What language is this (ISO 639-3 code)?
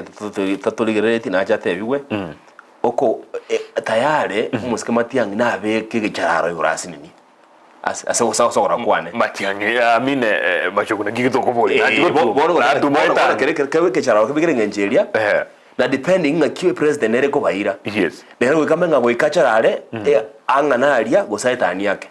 guz